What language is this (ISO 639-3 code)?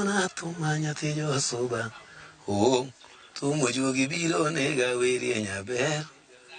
luo